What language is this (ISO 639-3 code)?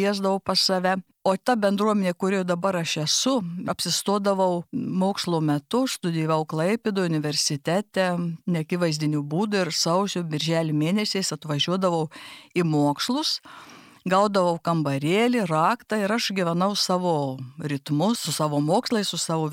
lit